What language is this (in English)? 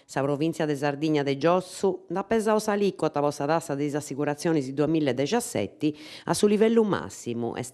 Sardinian